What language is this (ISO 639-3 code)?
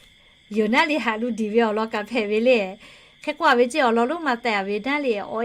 lhu